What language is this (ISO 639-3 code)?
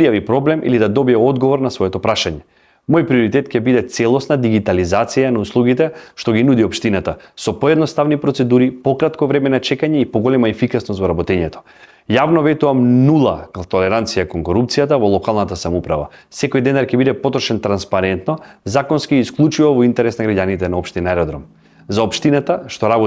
mkd